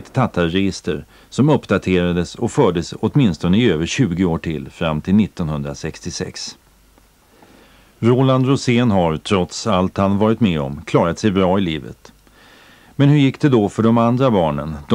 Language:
Swedish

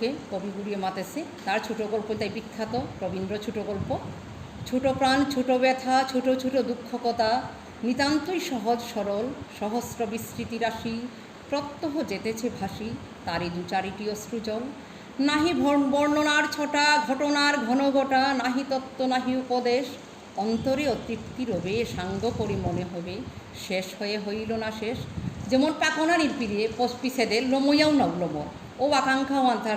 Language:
Bishnupriya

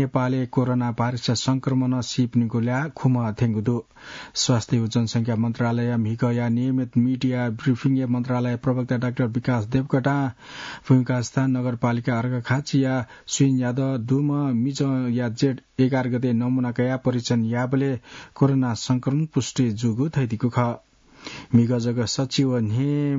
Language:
Newari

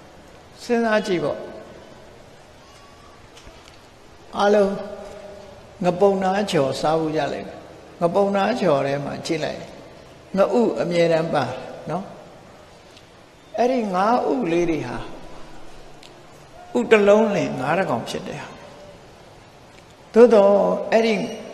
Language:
Burmese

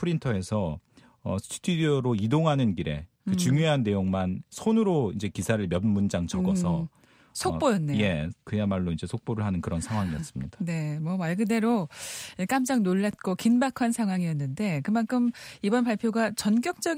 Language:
Korean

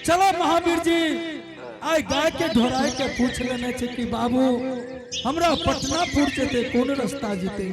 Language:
Angika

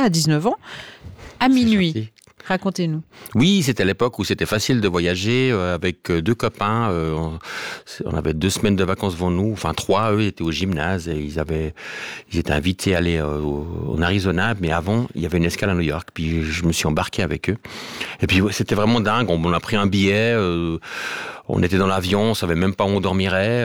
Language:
French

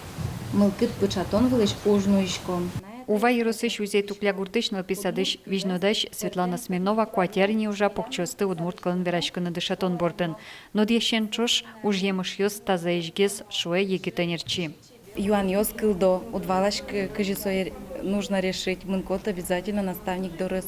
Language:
Udmurt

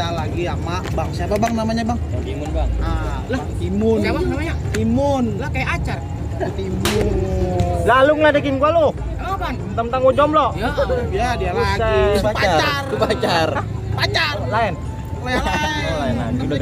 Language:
Betawi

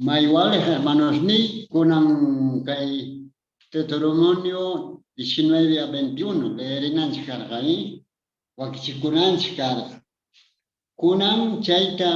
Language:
Quechua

